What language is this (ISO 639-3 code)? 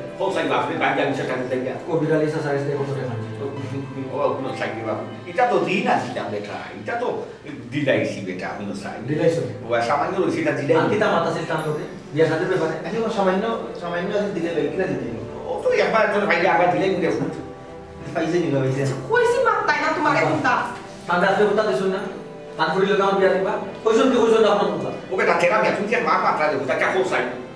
syl